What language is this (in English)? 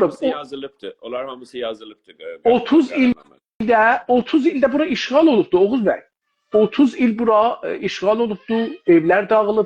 South Azerbaijani